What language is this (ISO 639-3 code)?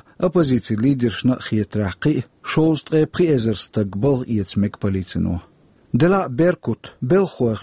che